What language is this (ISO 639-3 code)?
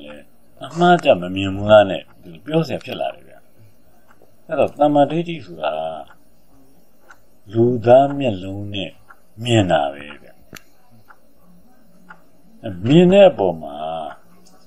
mya